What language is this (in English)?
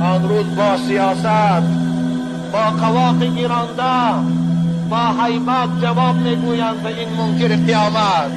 Tajik